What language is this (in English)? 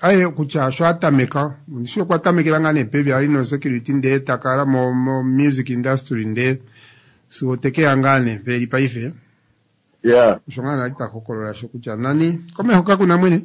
Kuanyama